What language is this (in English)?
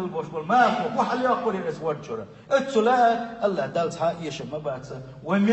Chechen